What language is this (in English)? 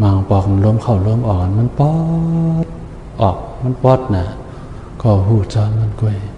Shan